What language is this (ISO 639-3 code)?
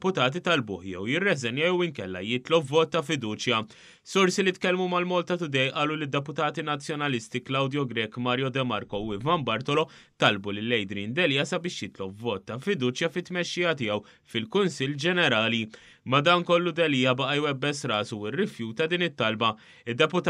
mlt